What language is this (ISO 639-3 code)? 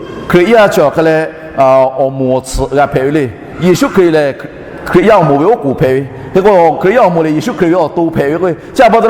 lhu